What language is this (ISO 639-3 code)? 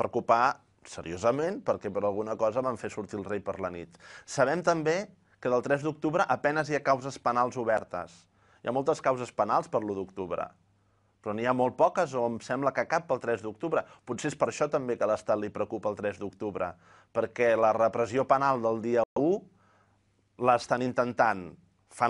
cat